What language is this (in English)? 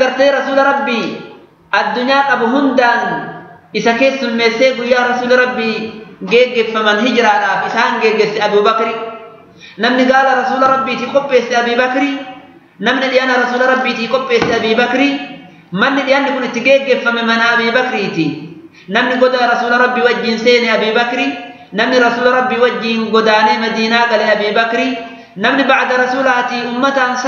Oromo